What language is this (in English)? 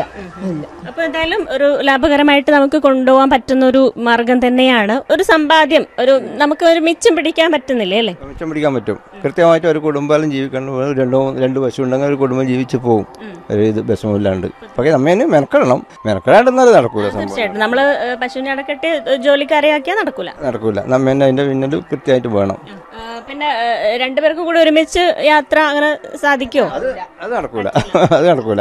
Malayalam